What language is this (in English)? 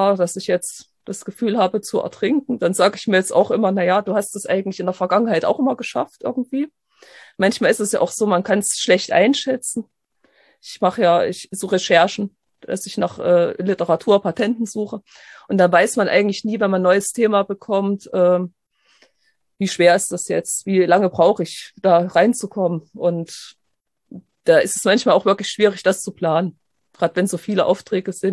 German